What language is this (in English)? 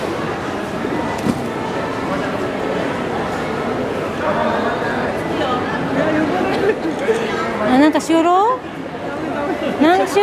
Japanese